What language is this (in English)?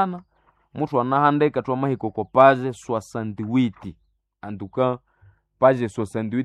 Nande